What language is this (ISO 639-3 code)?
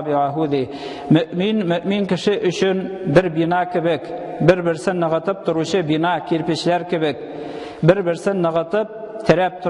tat